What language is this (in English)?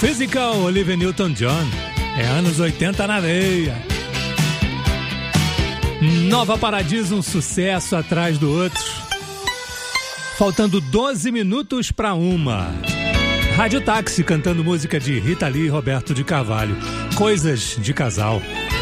Portuguese